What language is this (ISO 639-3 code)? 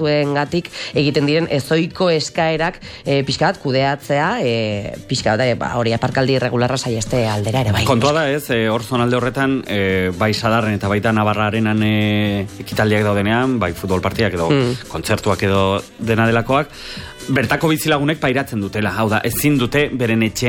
eus